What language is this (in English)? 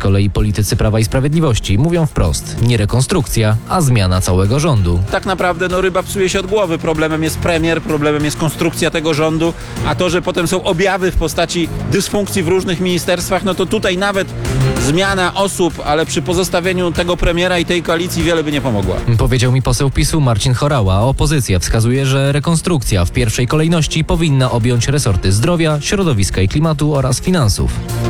Polish